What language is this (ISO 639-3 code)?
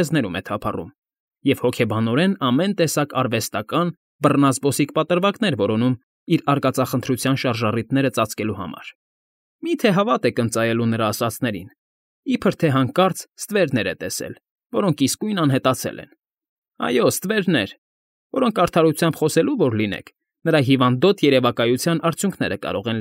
hye